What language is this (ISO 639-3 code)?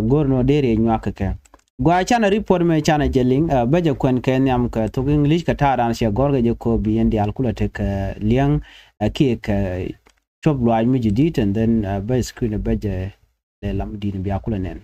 nus